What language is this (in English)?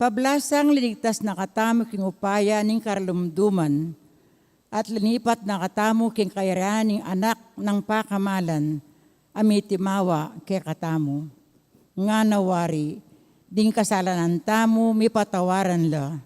Pampanga